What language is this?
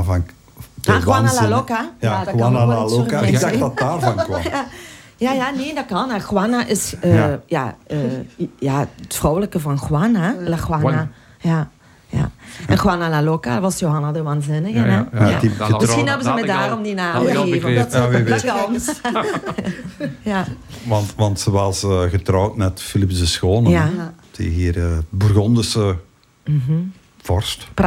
Dutch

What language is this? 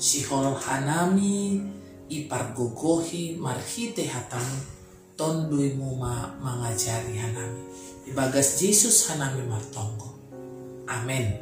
Batak Simalungun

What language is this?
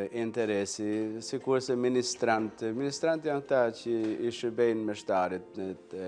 Albanian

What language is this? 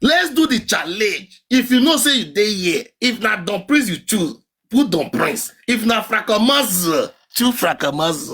Nigerian Pidgin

